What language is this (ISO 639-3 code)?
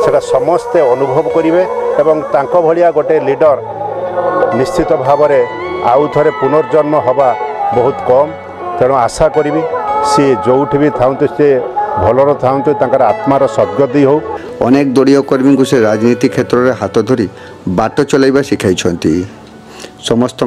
ori